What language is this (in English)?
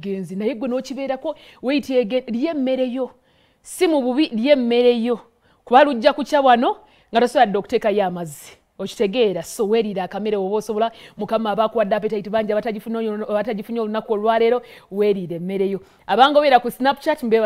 Ganda